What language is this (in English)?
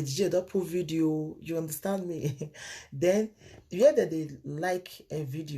Nigerian Pidgin